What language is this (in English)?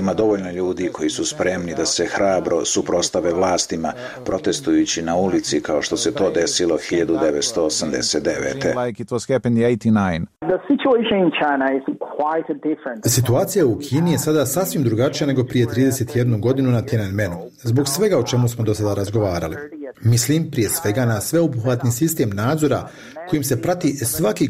Bosnian